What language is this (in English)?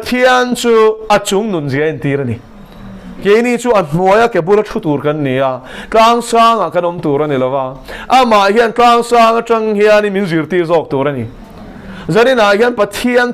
Mizo